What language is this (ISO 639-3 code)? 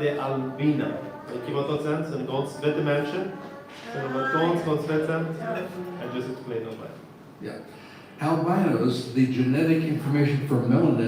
pdt